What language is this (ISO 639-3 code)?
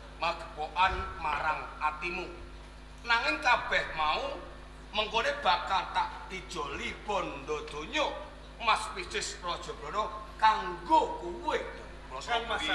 jav